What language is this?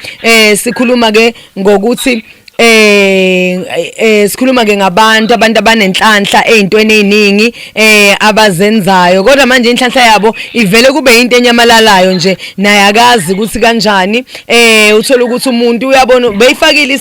Zulu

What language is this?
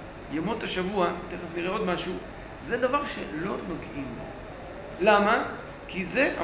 Hebrew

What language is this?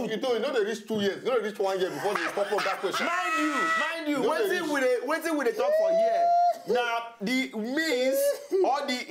Nigerian Pidgin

